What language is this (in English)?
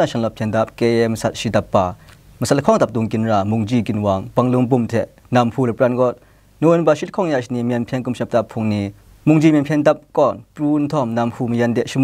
Kachin